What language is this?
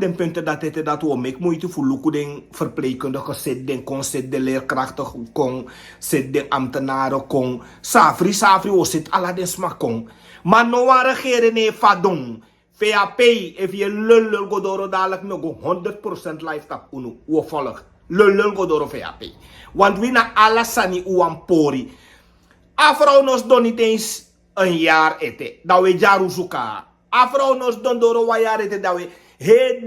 Sranan Tongo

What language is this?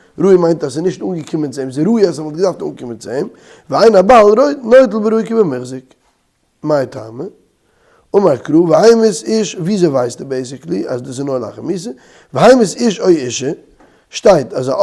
Yiddish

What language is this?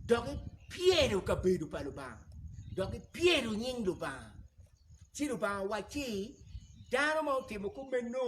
Acoli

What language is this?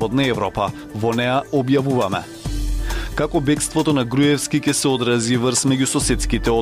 Macedonian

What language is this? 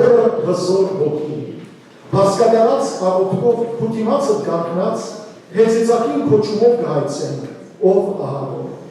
Western Armenian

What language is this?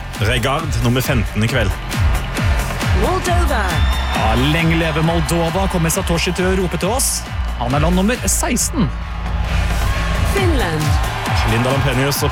Norwegian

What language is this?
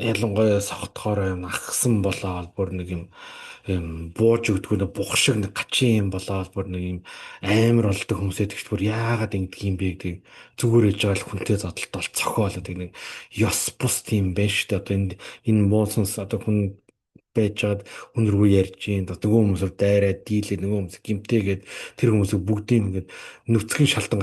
Mongolian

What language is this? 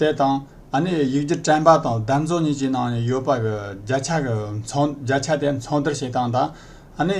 Tibetan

